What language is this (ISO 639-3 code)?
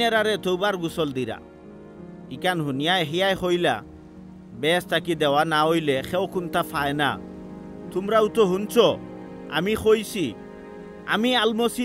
syl